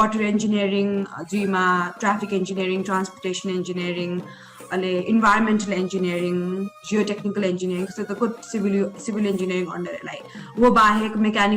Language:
Newari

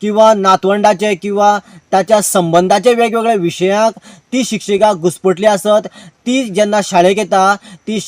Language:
Konkani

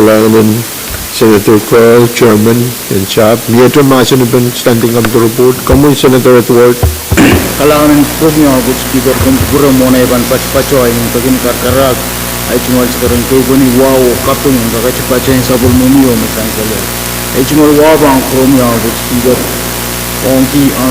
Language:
Pohnpeian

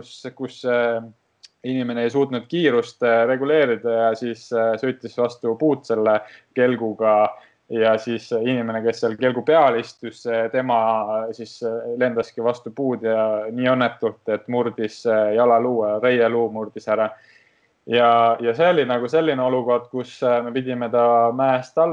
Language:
Estonian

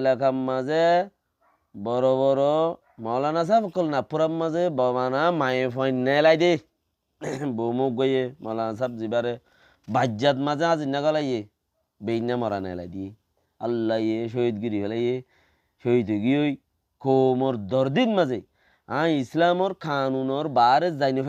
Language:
Rohingya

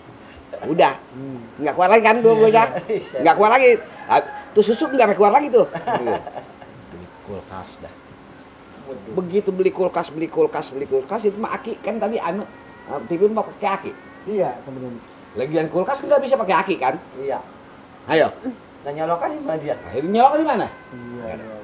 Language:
Betawi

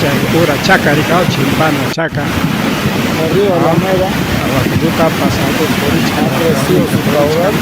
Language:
Ayacucho Quechua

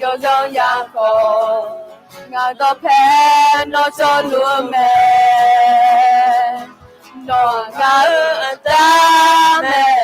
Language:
Akha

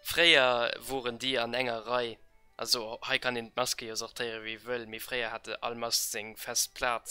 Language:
Luxembourgish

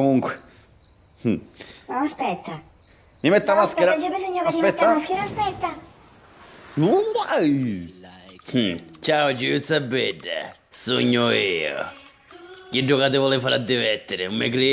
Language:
Sicilian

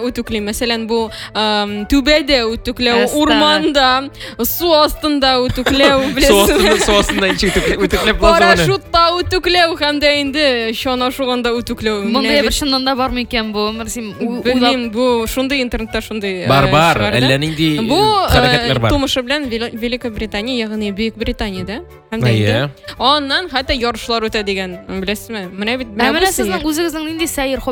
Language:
Tatar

